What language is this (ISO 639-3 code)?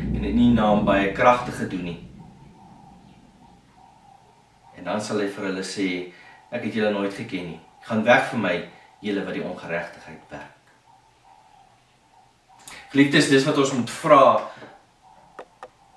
afr